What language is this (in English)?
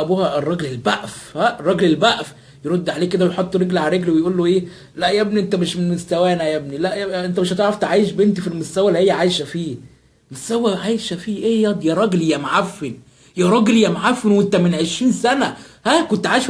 Egyptian Arabic